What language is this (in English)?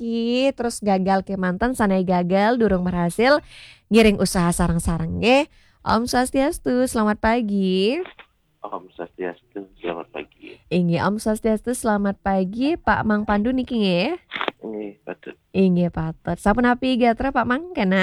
Balinese